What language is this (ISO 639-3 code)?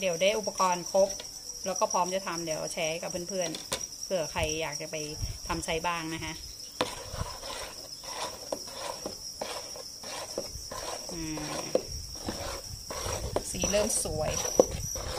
tha